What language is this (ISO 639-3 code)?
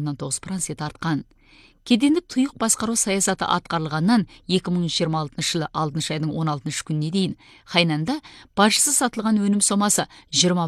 kaz